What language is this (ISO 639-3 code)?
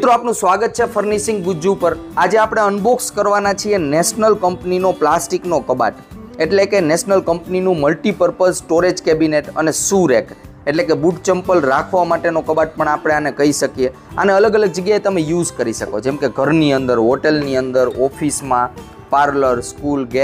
guj